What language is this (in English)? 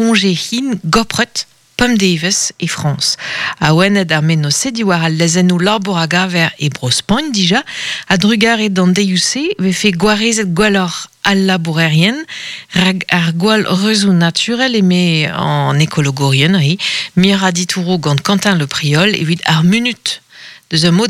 Breton